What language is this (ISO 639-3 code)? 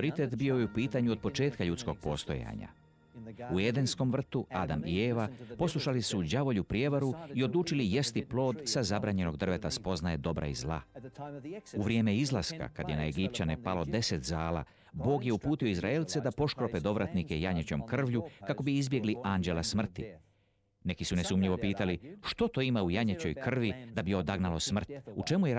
hrv